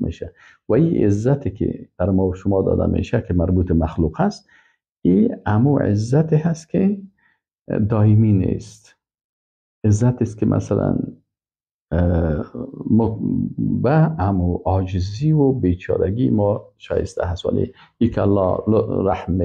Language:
Persian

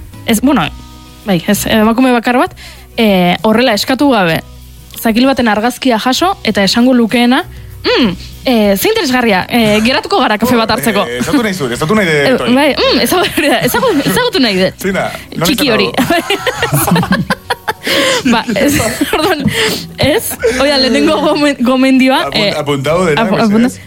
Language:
Basque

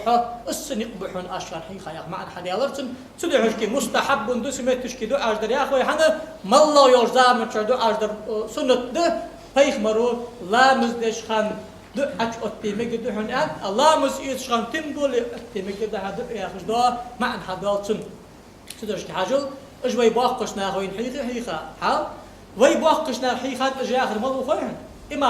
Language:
Ingush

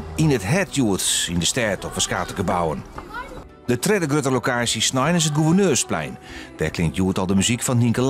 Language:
Western Frisian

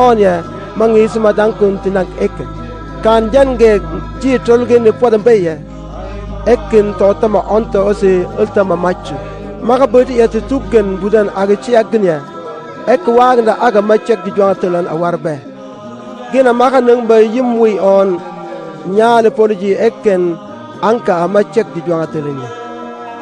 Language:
Mabaan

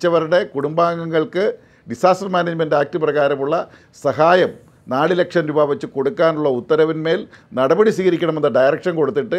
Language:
Malayalam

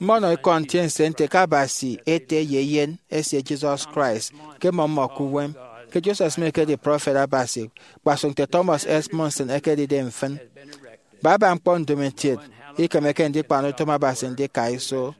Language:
Efik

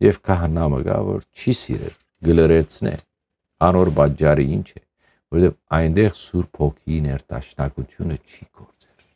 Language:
Western Armenian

